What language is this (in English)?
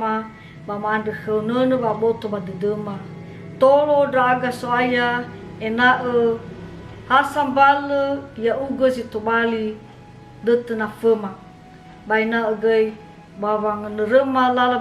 Nias